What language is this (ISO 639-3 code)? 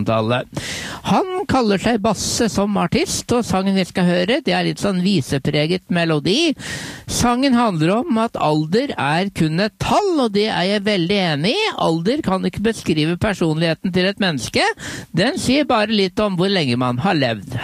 nor